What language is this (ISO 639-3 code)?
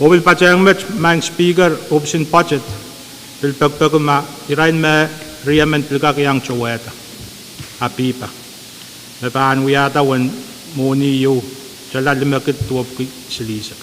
pon